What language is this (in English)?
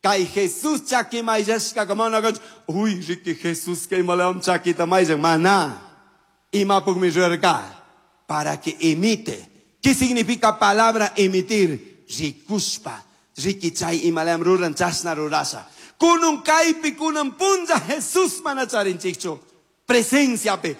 Chimborazo Highland Quichua